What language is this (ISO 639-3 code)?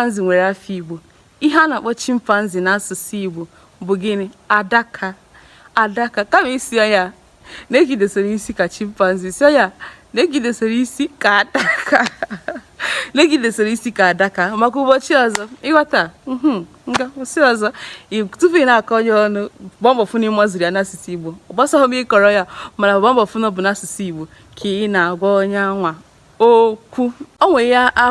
ibo